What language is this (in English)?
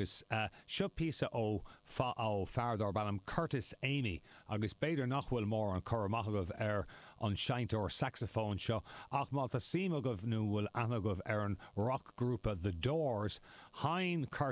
Irish